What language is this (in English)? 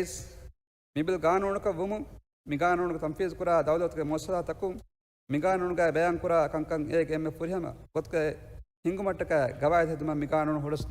Divehi